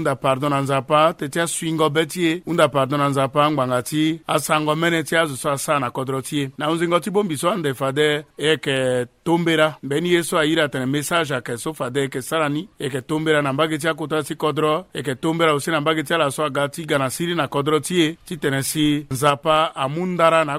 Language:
Sango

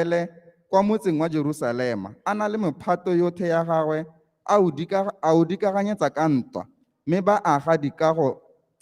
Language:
Tswana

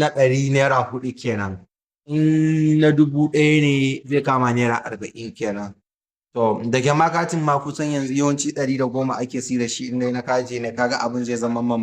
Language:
Hausa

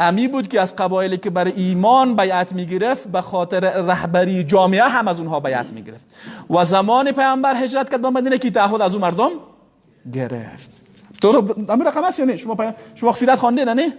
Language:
Persian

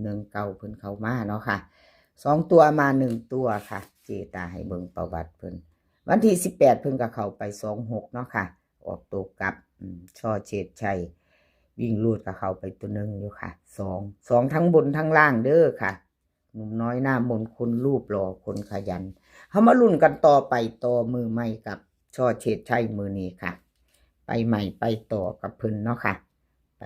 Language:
Northeastern Thai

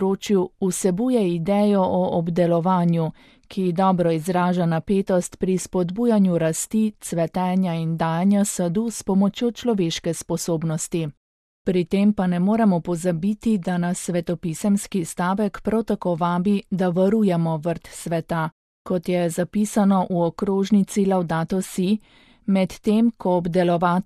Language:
Slovenian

